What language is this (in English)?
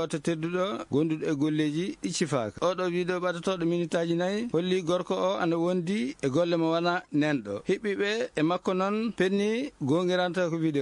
Fula